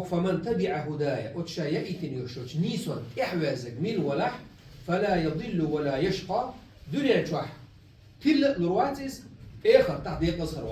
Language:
Chechen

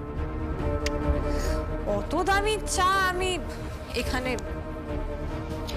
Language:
Bangla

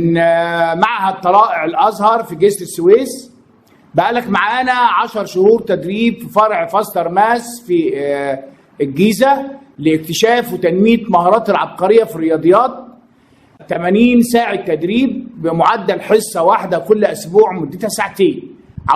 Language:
Egyptian Arabic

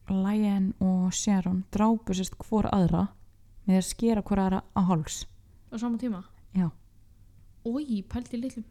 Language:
Icelandic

